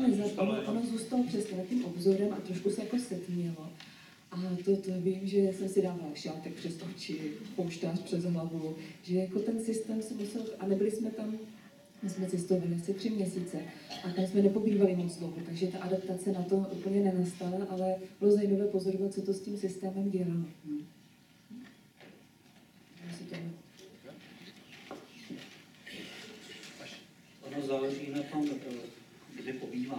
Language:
Czech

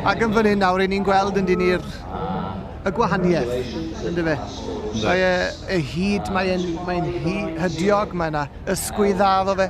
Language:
Welsh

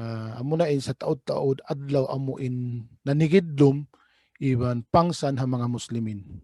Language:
Tausug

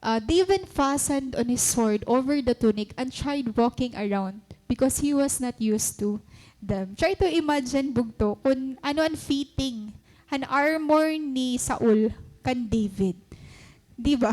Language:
Waray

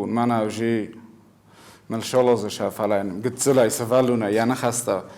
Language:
Ossetic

